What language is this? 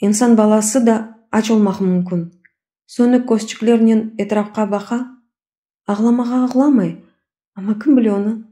Crimean Tatar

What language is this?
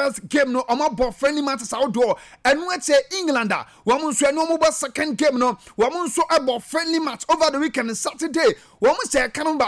Akan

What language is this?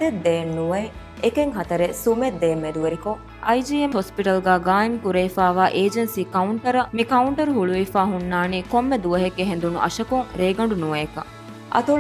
Divehi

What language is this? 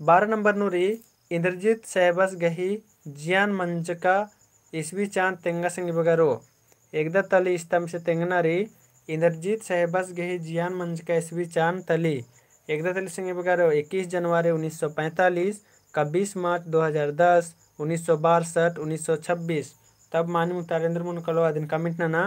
Kurukh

